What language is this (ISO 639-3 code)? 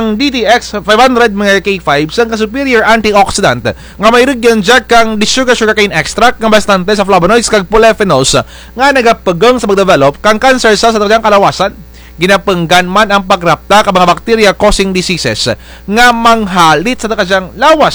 krj